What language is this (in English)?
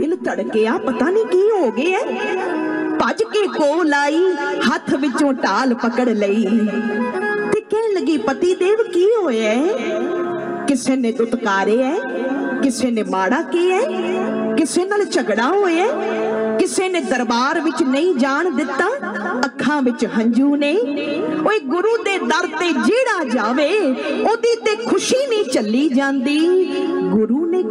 Punjabi